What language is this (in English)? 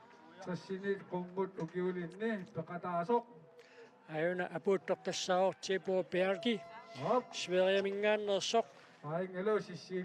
Kalaallisut